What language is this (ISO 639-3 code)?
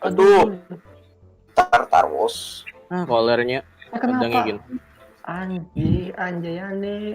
bjn